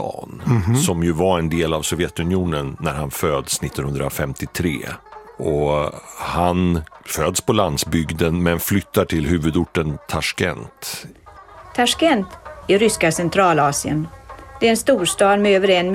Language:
Swedish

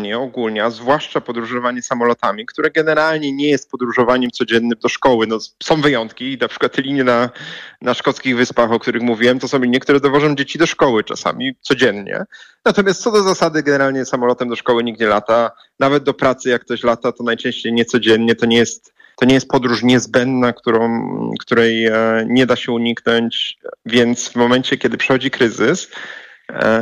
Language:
Polish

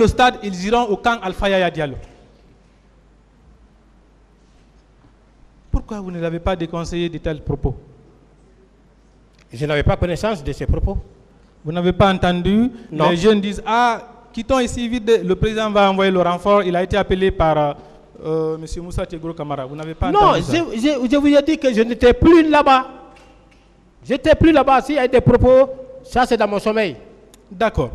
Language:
French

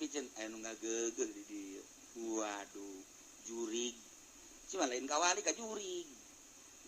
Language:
Sundanese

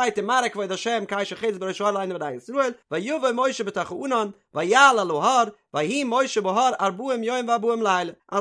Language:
Yiddish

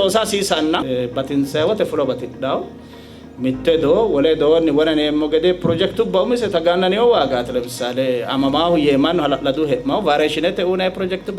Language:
Sidamo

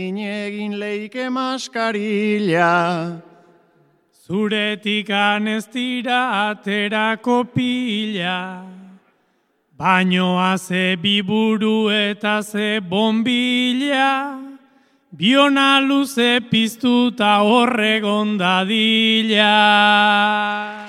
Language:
Basque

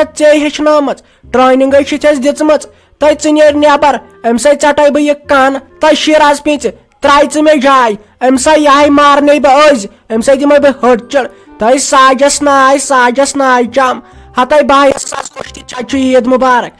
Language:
Kashmiri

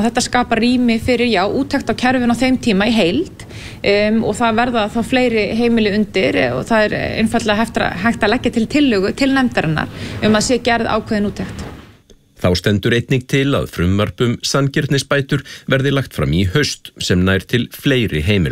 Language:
Icelandic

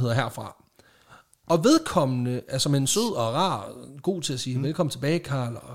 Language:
Danish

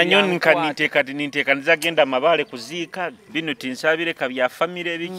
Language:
Nyoro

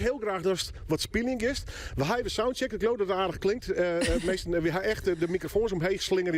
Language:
Western Frisian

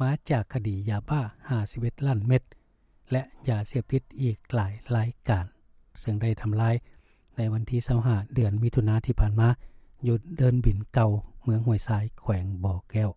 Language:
Lao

